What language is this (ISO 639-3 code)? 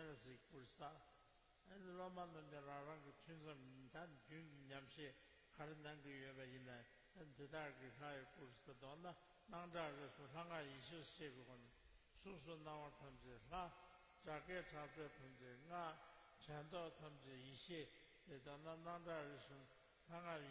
bod